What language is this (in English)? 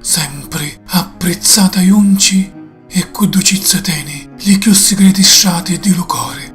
Sicilian